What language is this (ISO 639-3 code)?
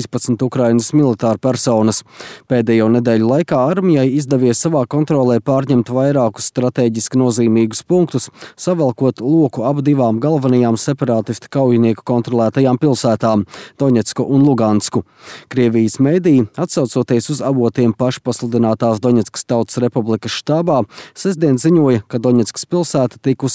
lav